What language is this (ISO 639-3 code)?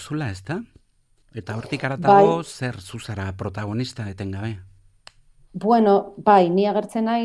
eus